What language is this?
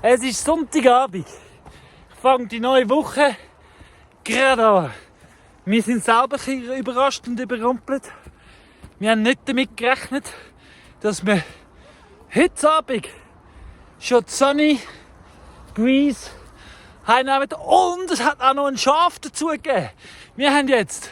Swiss German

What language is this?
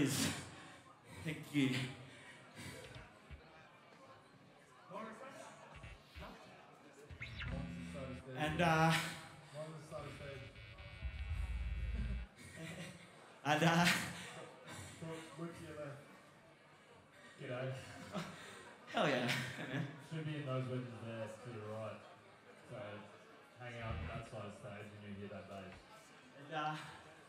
English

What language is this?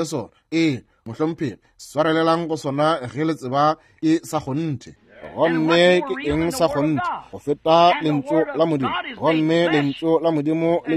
Northern Sotho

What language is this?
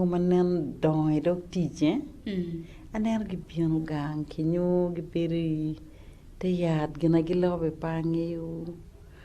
Acoli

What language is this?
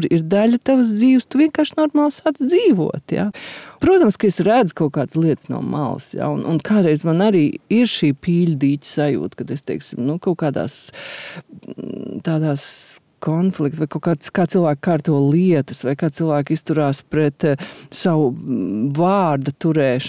Latvian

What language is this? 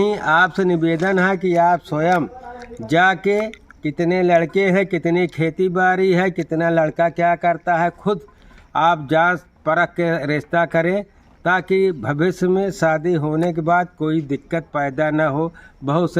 Awadhi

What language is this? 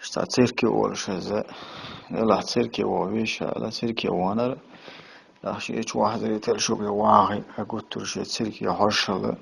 Chechen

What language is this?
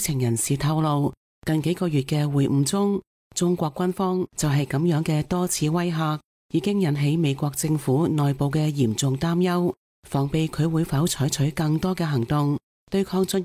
Cantonese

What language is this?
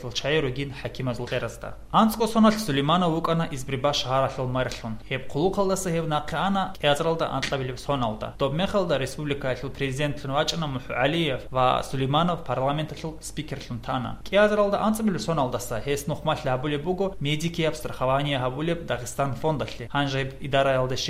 Avaric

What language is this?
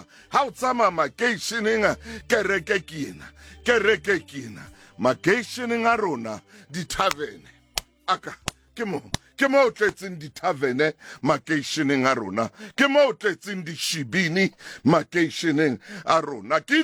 Southern Sotho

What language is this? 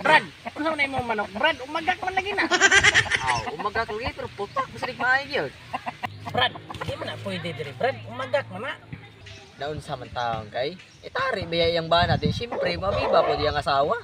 Cebuano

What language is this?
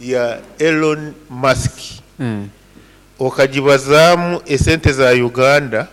Nyoro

